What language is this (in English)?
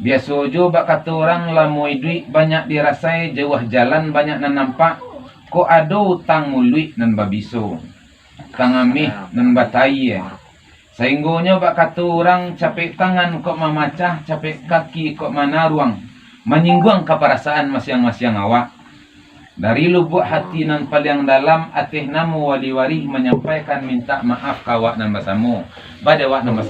Minangkabau